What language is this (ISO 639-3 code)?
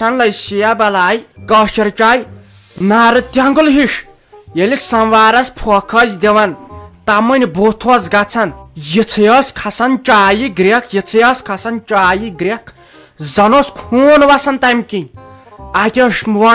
kas